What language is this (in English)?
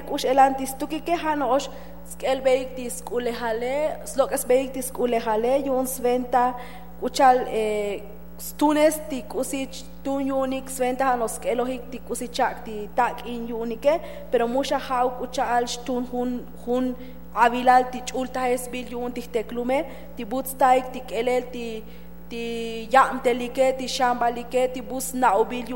Tzotzil